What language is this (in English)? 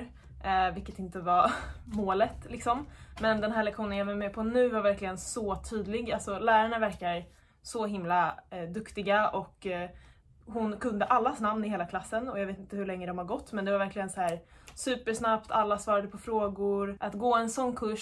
Swedish